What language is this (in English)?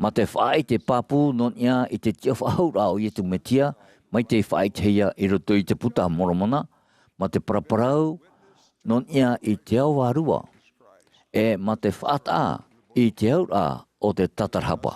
Tahitian